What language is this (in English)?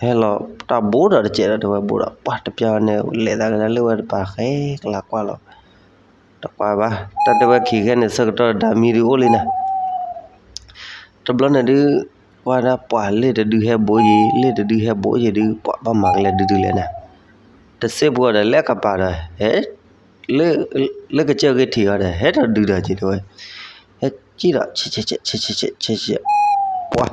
S'gaw Karen